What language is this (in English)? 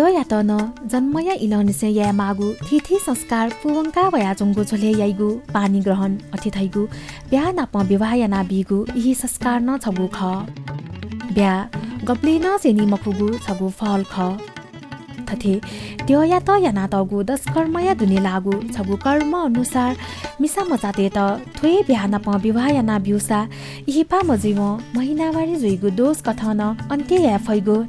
Newari